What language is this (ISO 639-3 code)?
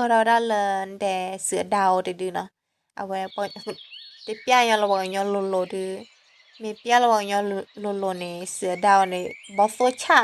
ksw